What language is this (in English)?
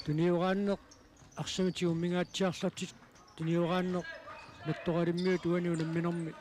Kalaallisut